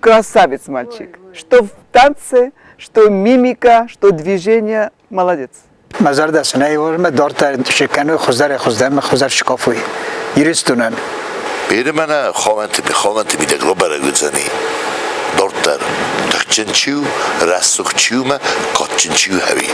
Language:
Ossetic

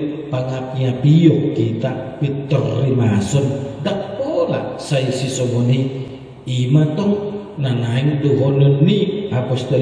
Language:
Batak Toba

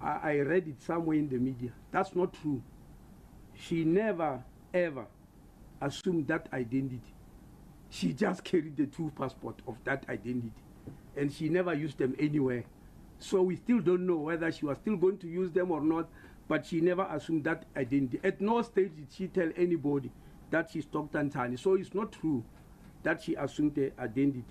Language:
English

